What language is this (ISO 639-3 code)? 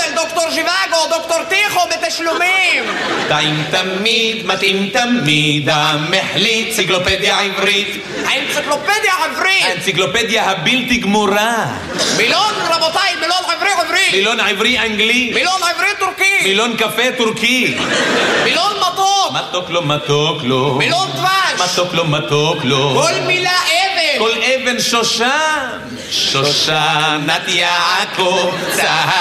heb